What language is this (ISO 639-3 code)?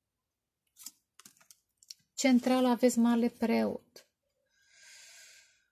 ron